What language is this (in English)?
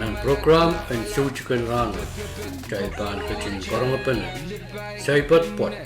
Pohnpeian